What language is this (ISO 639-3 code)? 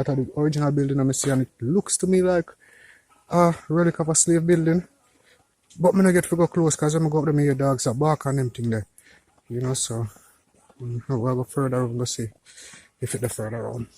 jam